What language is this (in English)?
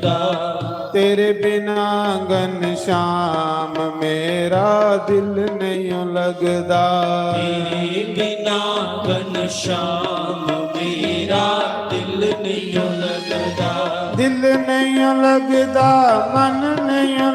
Dogri